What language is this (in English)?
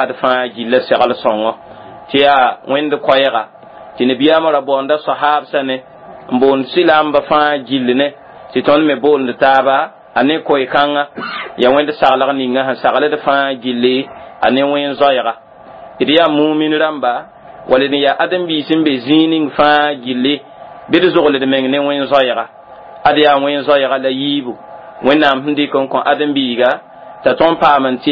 Mossi